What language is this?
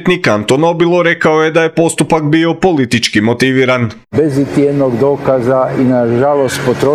Croatian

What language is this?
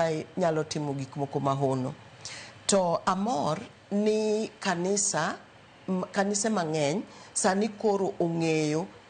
Luo (Kenya and Tanzania)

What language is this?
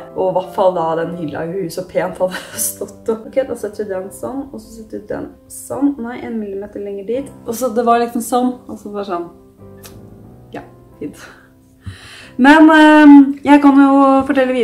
Norwegian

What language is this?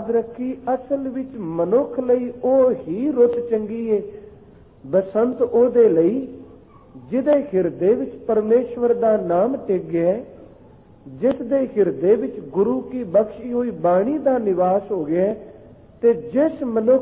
Punjabi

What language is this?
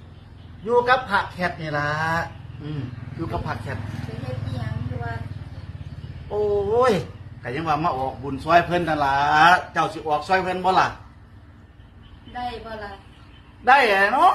Northeastern Thai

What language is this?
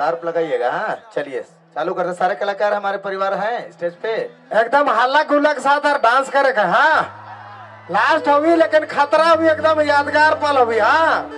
Sadri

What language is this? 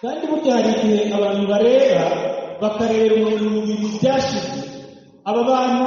Kinyarwanda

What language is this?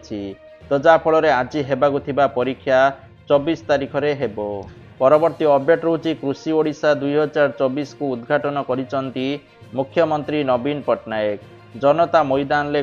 Odia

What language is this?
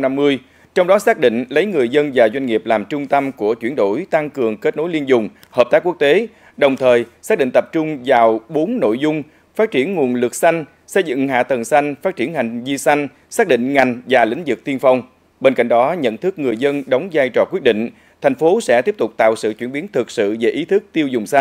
Vietnamese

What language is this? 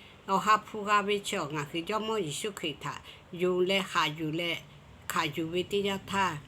Lahu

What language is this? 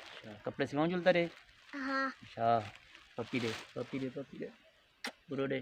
Saraiki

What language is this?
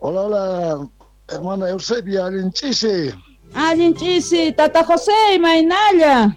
South Bolivian Quechua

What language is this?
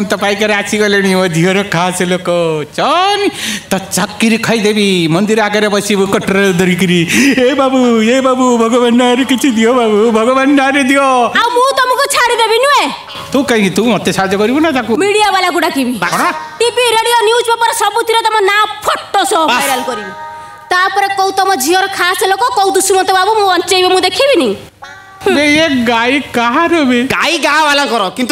Odia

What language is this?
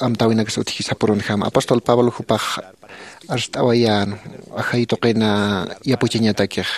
Aymara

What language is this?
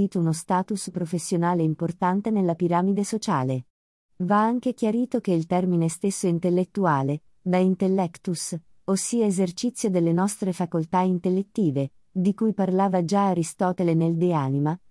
Italian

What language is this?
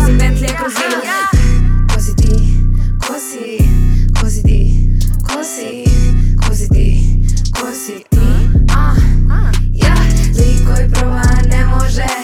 Serbian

